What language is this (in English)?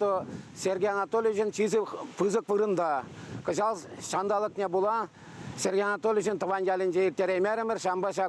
Chuvash